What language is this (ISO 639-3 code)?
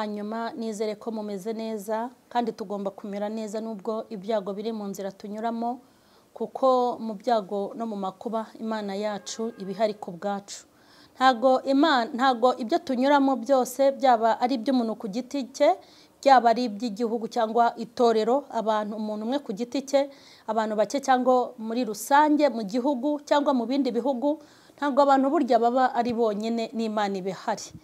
kin